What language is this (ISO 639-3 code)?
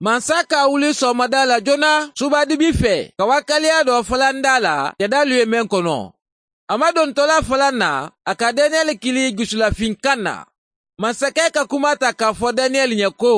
bam